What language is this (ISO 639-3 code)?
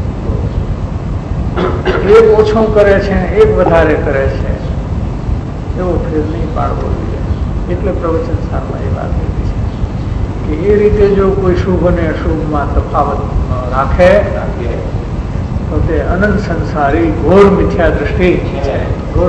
guj